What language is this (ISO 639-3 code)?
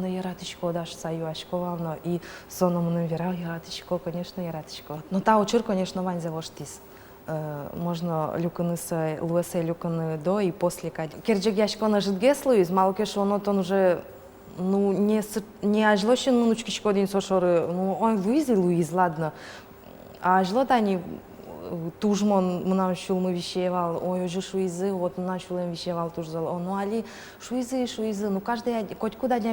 udm